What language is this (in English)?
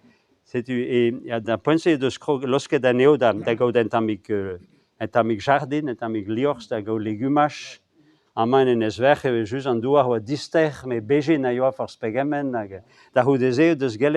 Breton